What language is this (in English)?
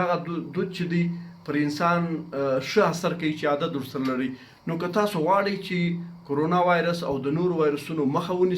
Pashto